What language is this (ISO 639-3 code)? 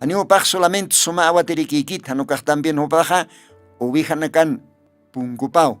aym